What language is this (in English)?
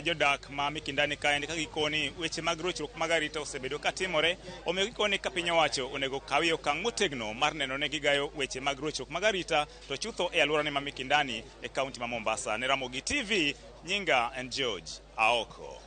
Luo (Kenya and Tanzania)